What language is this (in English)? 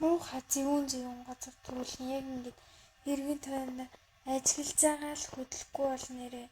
Mongolian